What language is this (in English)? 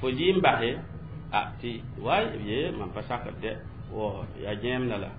Mossi